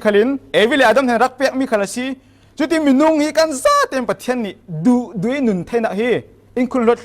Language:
Falam Chin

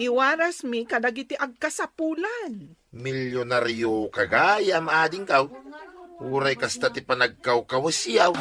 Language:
Iloko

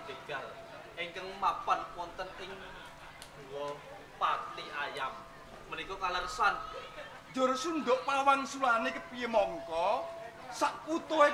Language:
Javanese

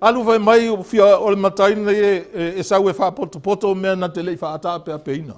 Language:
Samoan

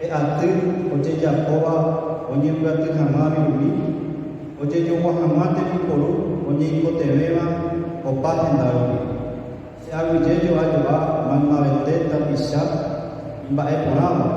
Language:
Guarani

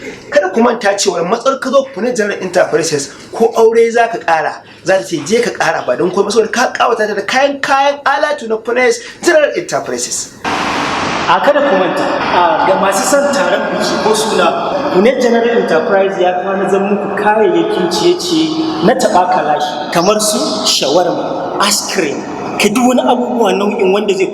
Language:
Hausa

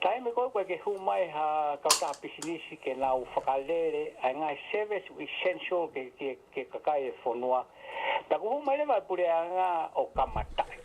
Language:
Tongan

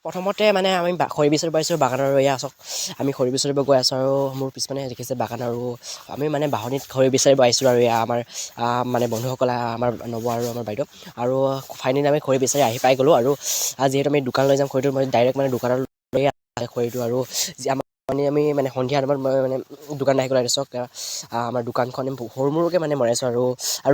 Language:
Assamese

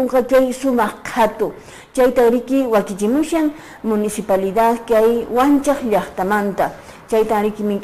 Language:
Quechua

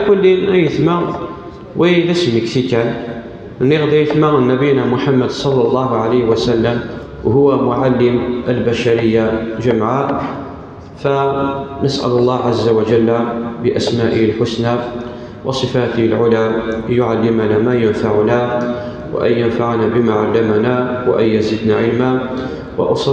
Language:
Kabyle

